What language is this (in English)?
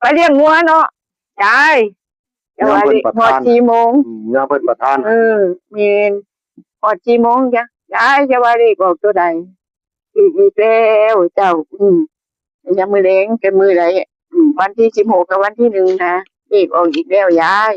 Northeastern Thai